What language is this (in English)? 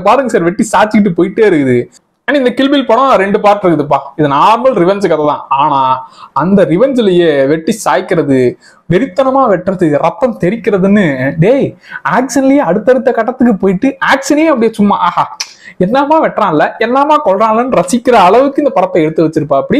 Tamil